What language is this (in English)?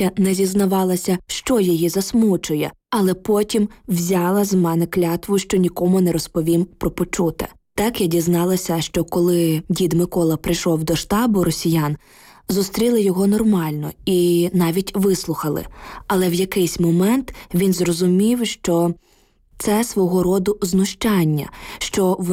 Ukrainian